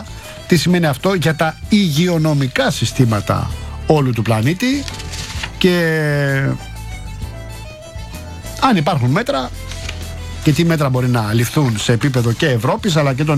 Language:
Greek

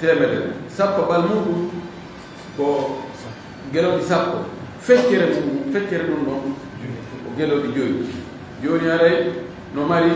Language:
Fula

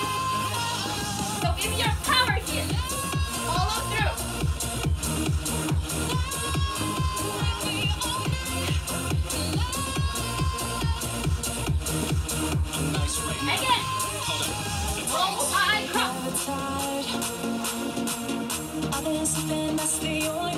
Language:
English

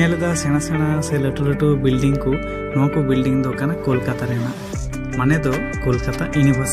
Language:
Santali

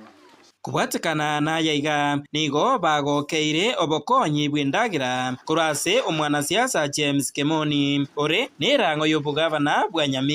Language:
Gusii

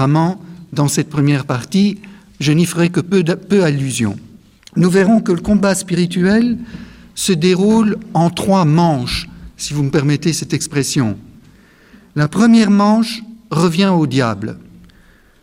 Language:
French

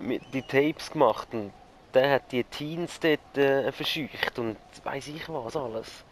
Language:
Swiss German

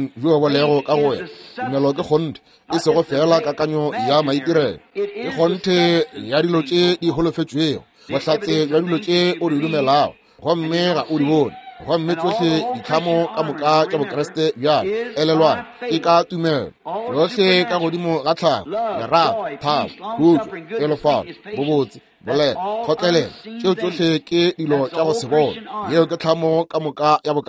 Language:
Northern Sotho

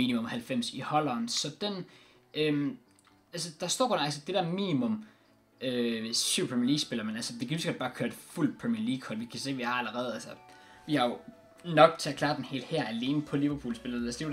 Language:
Danish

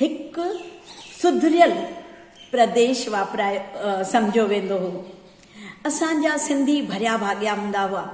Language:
Sindhi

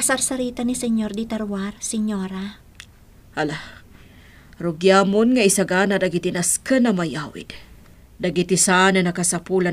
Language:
Iloko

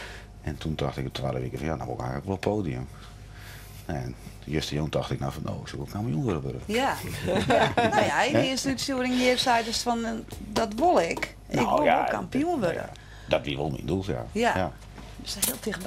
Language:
Western Frisian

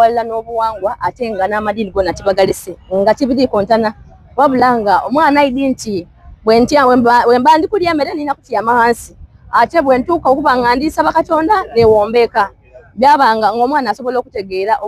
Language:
Soga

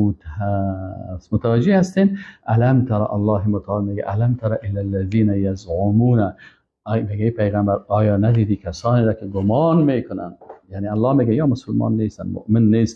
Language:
Persian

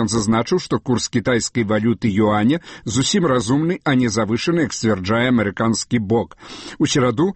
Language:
Belarusian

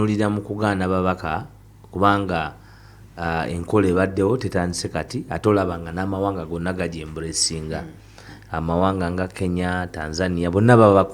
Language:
Ganda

